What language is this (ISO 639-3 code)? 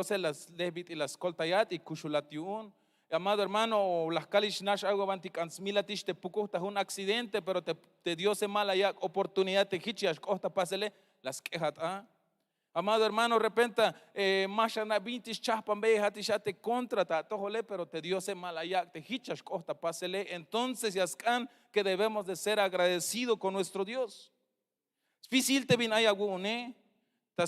tzh